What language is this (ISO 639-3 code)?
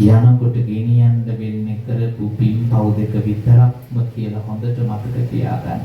sin